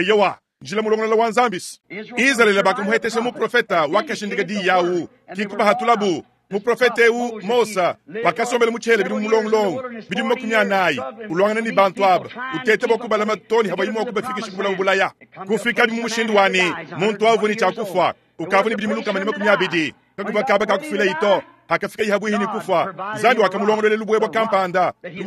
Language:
Luba-Lulua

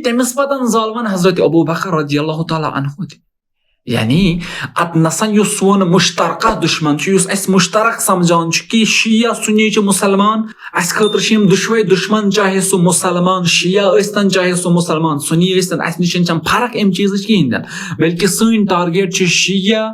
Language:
Kashmiri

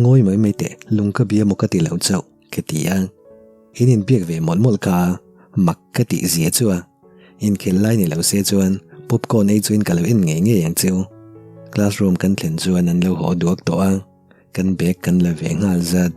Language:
Mizo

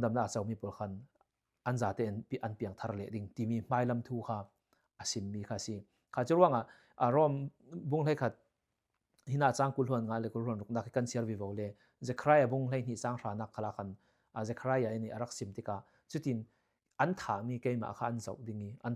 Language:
Falam Chin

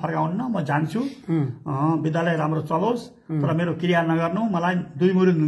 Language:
Nepali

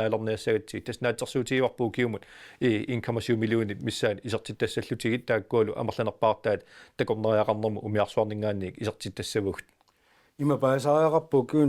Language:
Kalaallisut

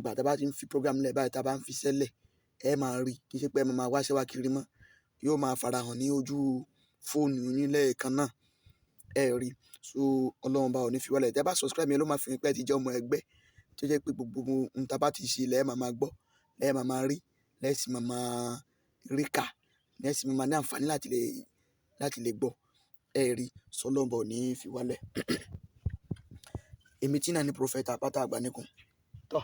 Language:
Yoruba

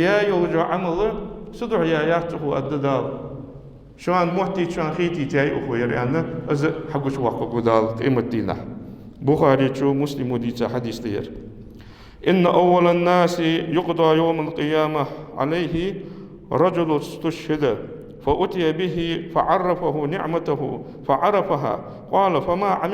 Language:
Ingush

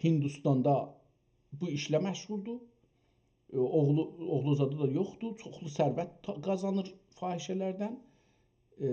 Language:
South Azerbaijani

